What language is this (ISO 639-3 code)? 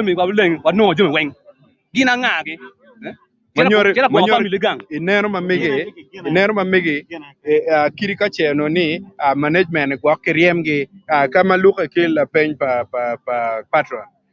ach